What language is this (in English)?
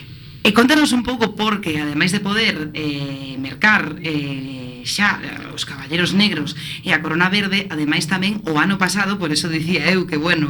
Galician